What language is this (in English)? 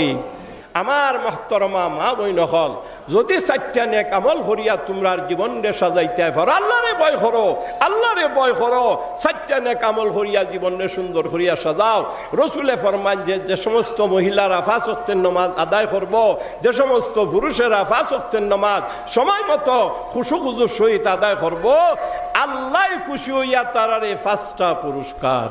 Sylheti